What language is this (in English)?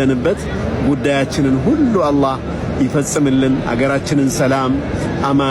Amharic